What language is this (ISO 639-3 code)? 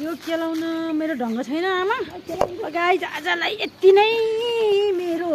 nep